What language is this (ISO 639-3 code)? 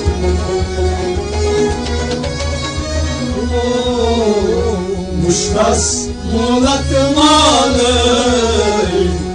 kas